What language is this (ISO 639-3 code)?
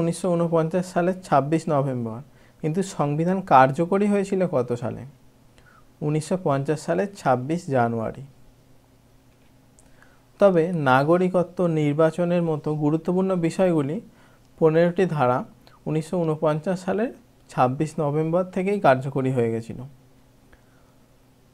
ben